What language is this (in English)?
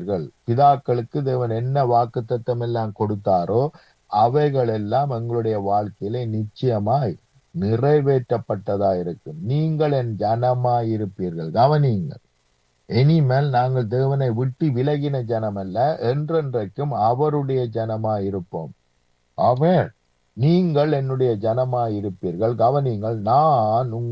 Tamil